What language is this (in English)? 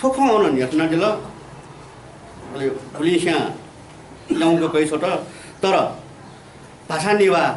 Newari